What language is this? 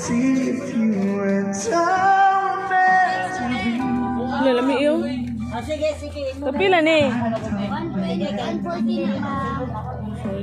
Cebuano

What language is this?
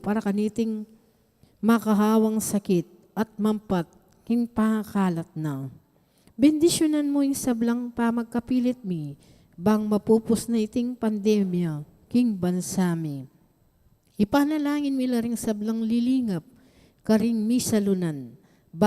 Pampanga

